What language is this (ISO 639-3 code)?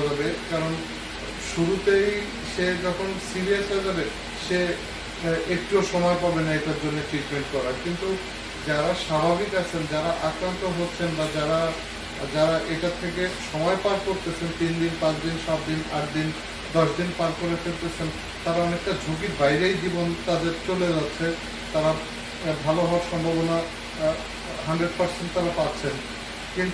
ben